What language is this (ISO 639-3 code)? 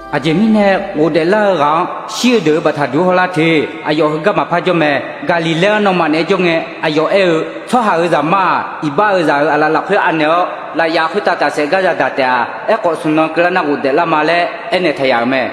ahk